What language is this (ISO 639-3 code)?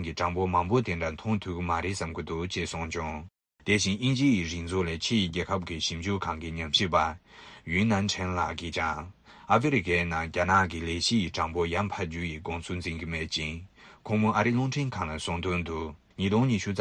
bod